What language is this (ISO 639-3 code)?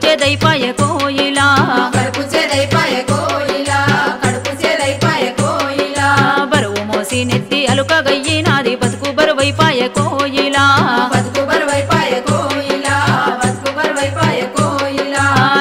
tel